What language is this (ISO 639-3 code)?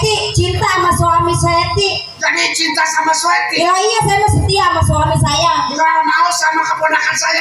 bew